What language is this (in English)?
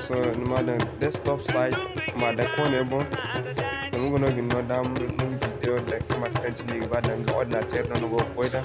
Zarma